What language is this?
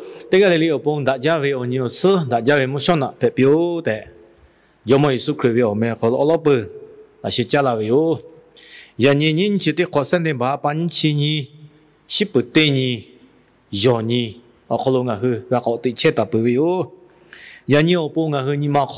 Lahu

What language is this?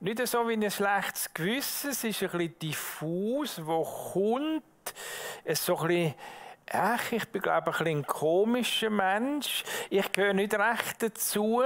Swiss German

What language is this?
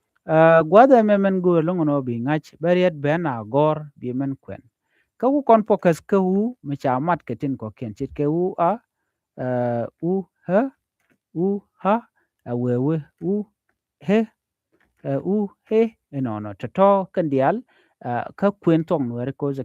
Nuer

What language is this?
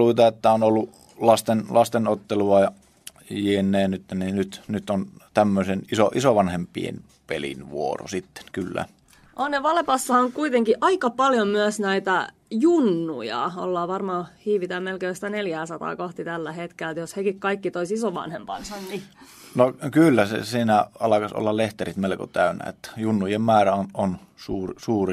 Finnish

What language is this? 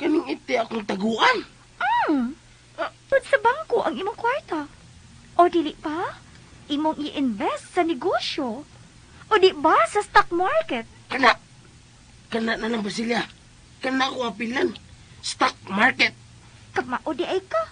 Cebuano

